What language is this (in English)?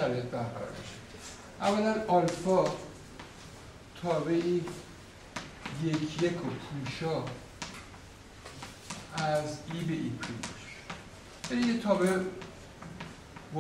Persian